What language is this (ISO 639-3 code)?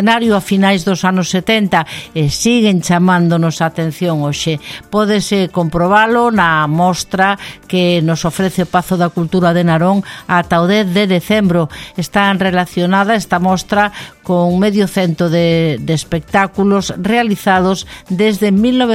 glg